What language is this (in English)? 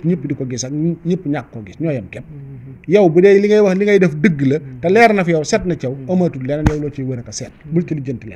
Wolof